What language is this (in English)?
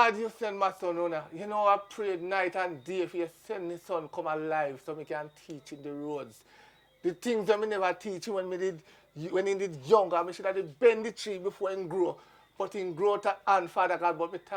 Jamaican Creole English